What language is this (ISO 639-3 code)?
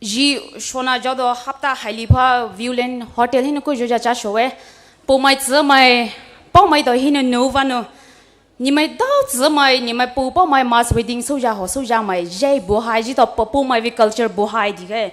pmx